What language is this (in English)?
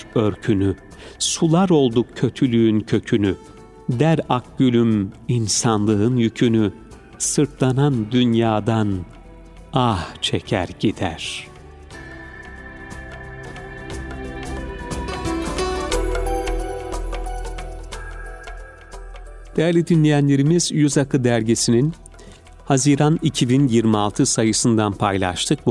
Turkish